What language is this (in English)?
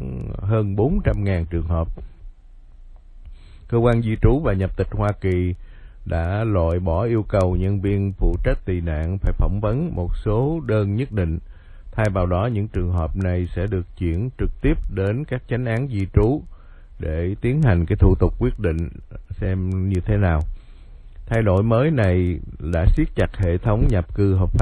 Vietnamese